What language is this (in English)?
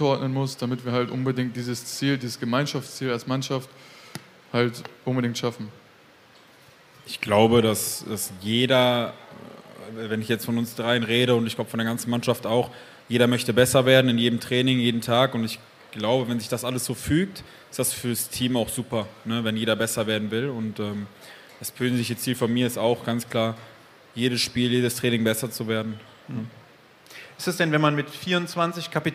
German